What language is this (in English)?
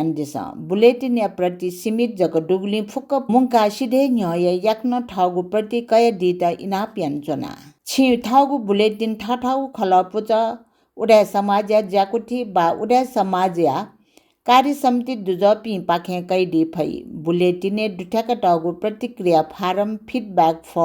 Newari